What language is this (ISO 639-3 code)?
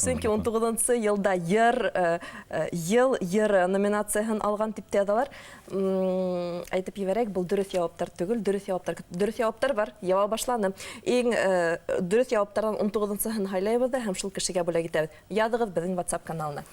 bak